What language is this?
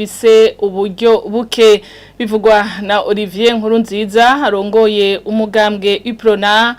Rundi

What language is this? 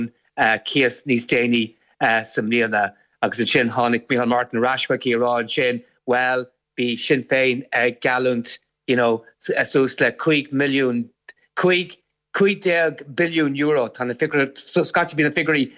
Irish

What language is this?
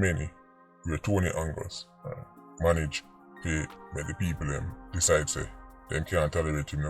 Jamaican Creole English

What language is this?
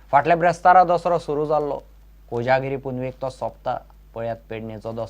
Konkani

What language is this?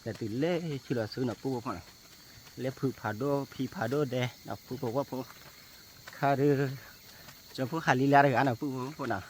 S'gaw Karen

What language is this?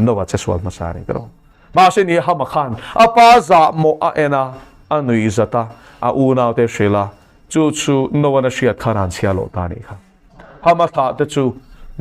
Mizo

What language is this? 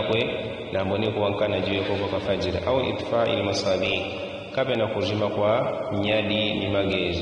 Yao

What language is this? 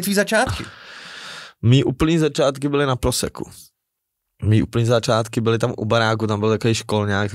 Czech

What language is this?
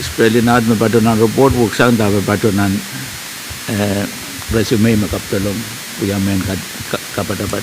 Pohnpeian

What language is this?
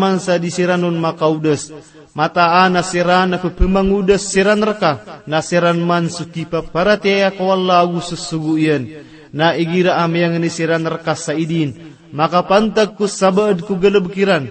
Maranao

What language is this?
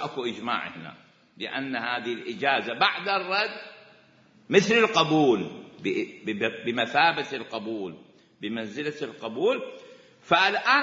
Mesopotamian Arabic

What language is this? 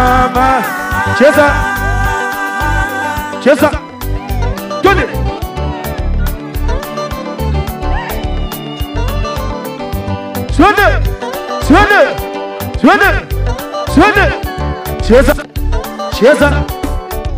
Swahili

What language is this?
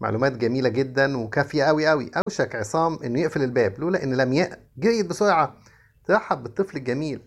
Egyptian Arabic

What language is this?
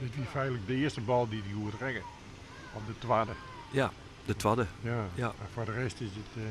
Western Frisian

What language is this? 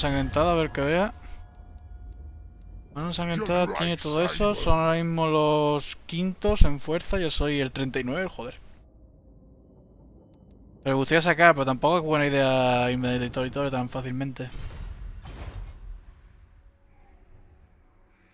Spanish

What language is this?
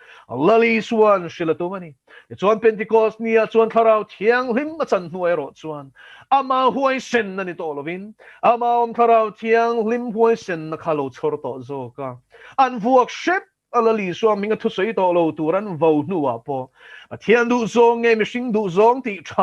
Mizo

